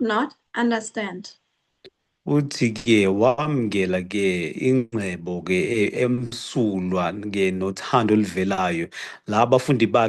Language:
Zulu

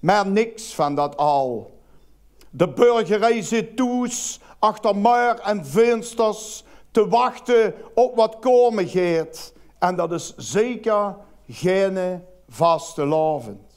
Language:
Limburgish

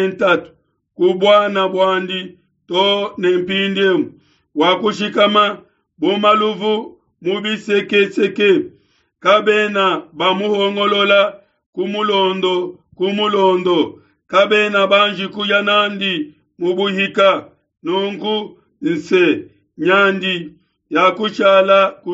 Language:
Luba-Lulua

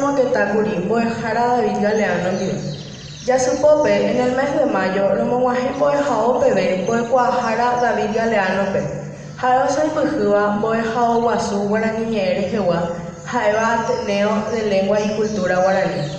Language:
Guarani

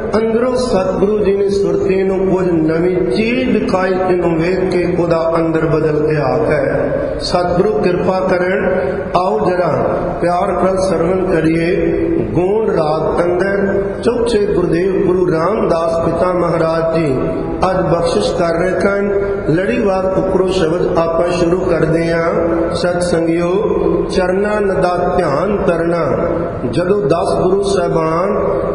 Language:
Punjabi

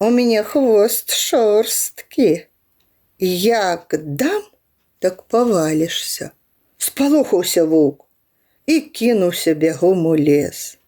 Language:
Belarusian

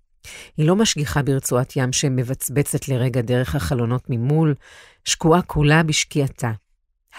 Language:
Hebrew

